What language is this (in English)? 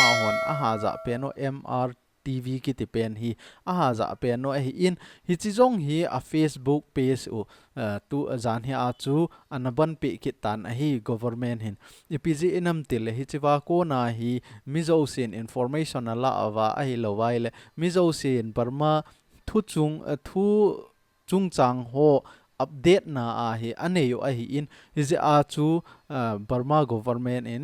Thado Chin